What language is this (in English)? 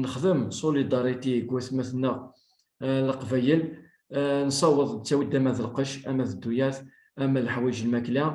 Kabyle